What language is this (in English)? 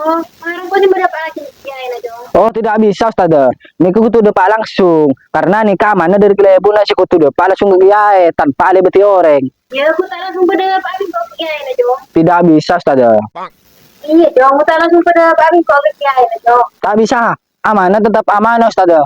Madurese